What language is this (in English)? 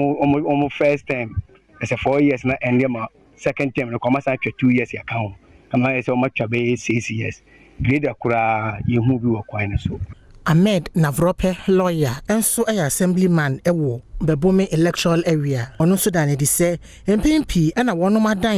Akan